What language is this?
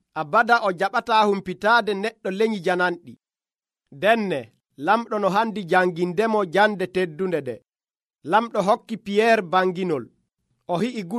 Nigerian Fulfulde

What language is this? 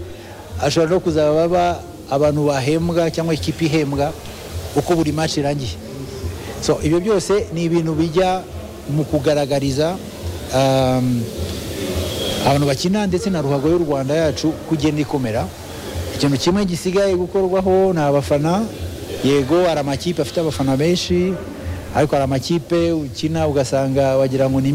Kinyarwanda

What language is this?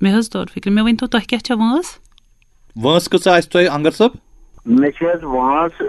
Kashmiri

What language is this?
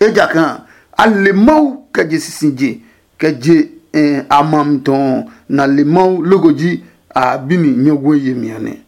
Adangme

